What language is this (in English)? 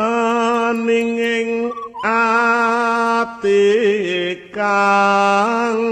Javanese